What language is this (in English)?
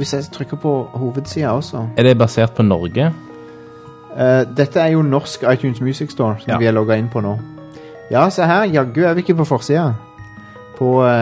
Norwegian